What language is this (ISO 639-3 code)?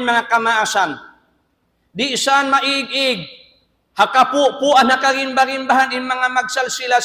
tsg